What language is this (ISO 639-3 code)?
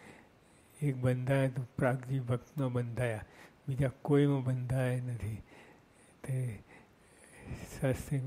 guj